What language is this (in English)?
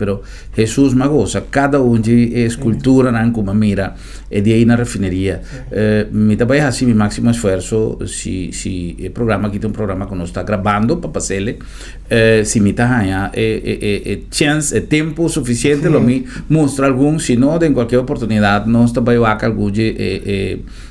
Papiamento